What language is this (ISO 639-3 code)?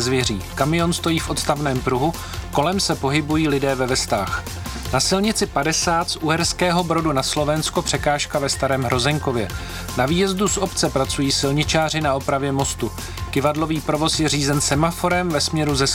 ces